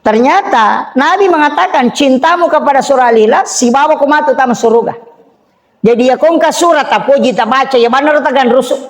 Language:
Buginese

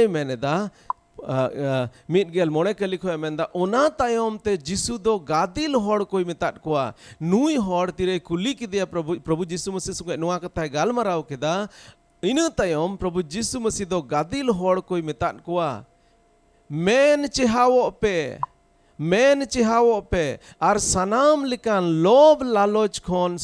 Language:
Santali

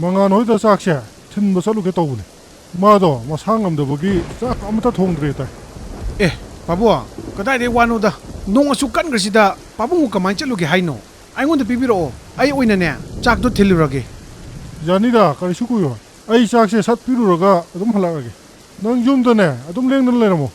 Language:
Manipuri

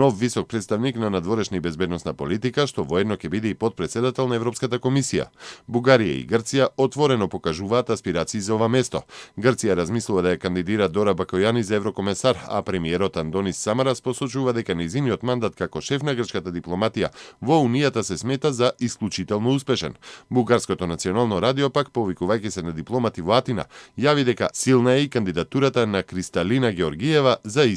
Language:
Macedonian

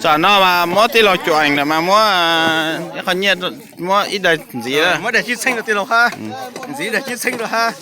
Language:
Hmong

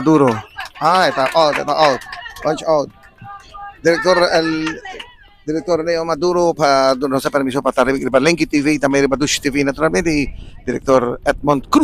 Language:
Papiamento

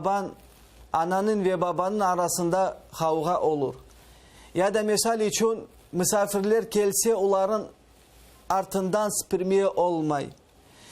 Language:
Crimean Tatar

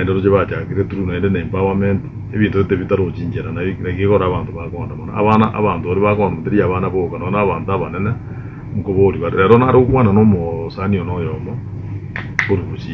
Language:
Gusii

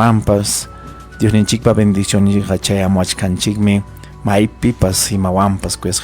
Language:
Ayacucho Quechua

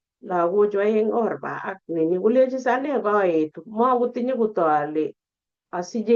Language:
Kalenjin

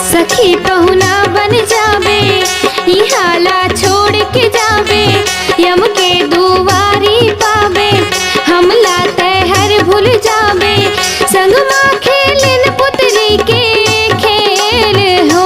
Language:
Chhattisgarhi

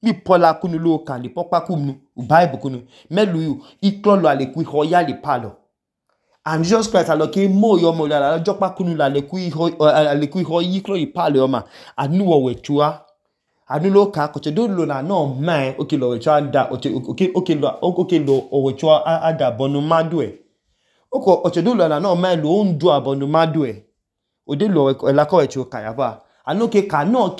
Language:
Idoma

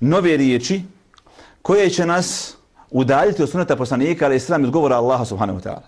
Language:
Bosnian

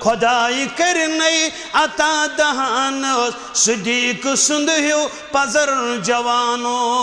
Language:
Kashmiri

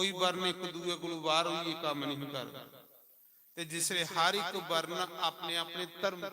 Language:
Dogri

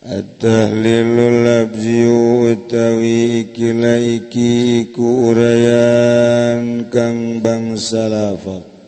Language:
Sundanese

